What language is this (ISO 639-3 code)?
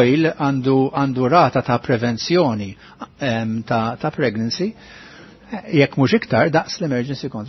mlt